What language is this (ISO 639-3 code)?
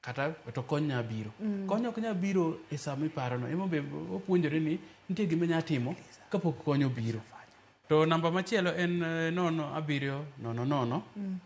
luo